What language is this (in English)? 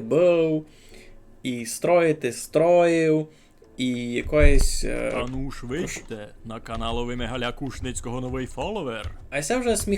Rusyn